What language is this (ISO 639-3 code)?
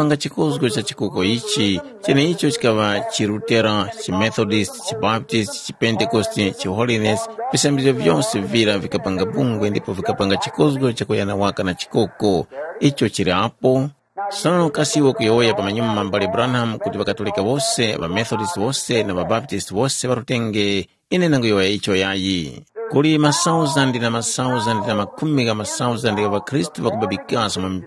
tum